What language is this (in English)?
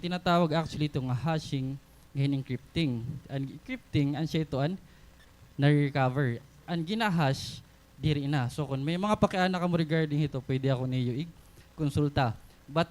Waray